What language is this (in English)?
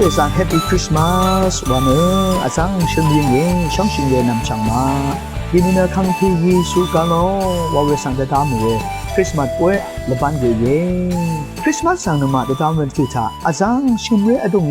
Rawang